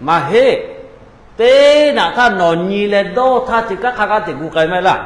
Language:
Lahu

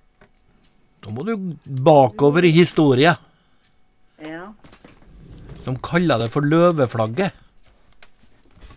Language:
Norwegian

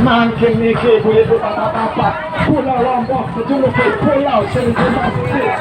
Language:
Sasak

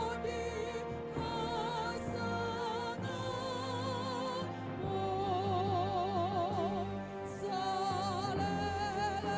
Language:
Batak Toba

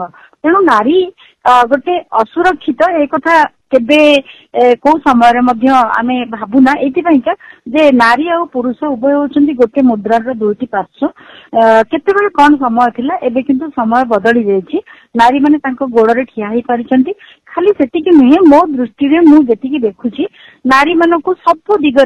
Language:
Odia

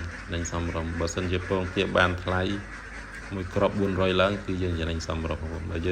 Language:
Khmer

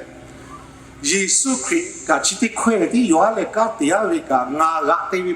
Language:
Lahu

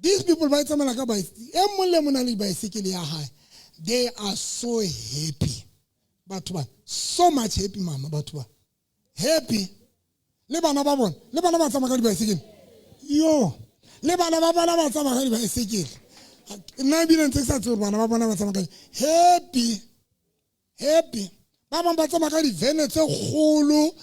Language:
Southern Sotho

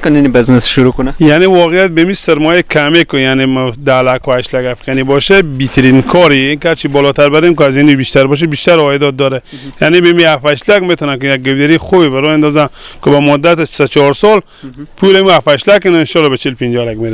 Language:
Persian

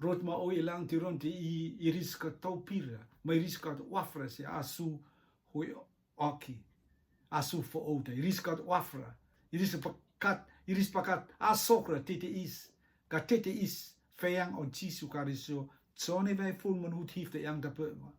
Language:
Rotuman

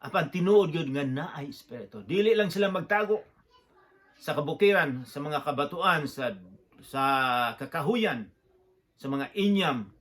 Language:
Cebuano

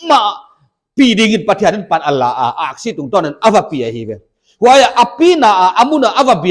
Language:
Paite Chin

